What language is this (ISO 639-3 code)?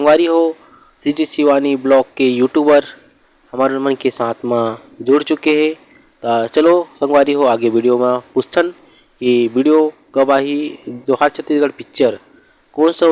hne